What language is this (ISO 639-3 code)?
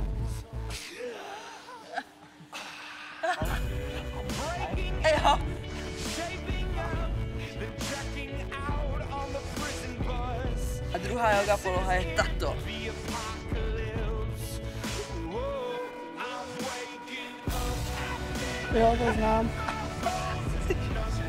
ces